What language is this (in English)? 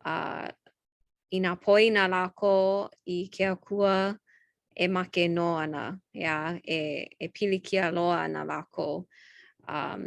Hawaiian